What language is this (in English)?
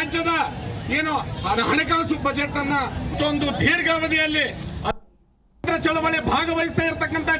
Kannada